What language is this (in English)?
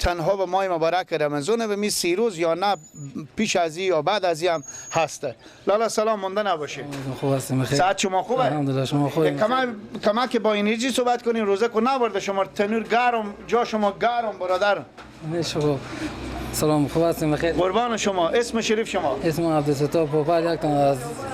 Persian